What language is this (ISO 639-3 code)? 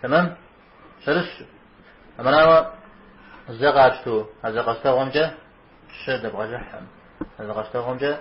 kbd